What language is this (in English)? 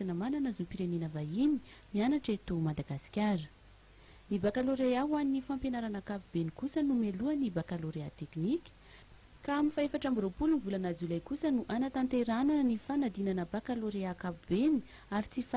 Malagasy